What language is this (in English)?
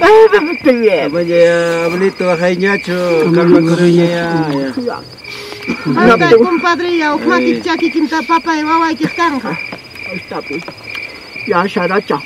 Ayacucho Quechua